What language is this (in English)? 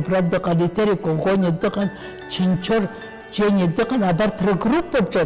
Abkhazian